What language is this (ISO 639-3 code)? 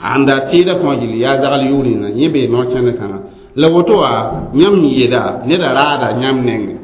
mos